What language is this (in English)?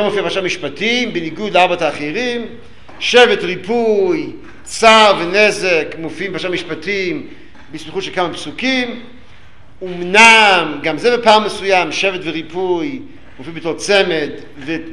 Hebrew